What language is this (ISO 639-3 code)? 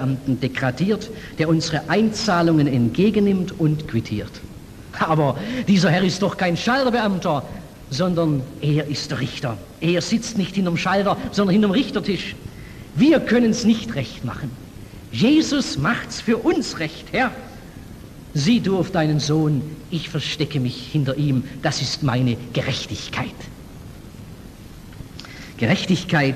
deu